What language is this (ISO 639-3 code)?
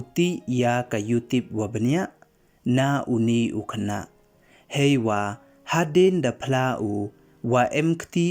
pbv